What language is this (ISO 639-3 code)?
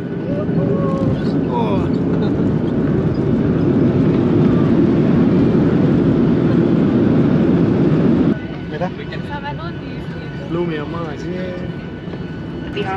est